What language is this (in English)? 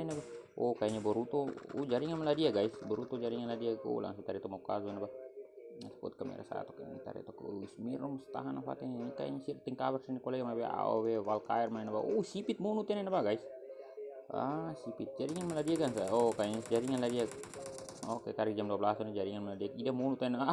Tetum